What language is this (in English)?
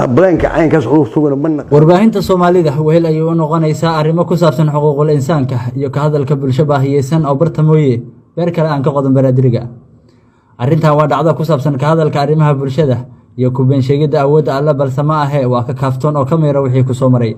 Somali